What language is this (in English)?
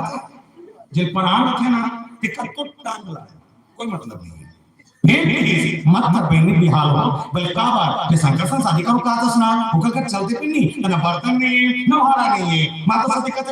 Chhattisgarhi